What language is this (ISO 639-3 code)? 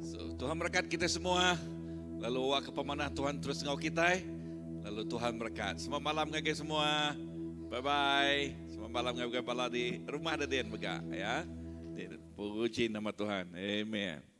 iba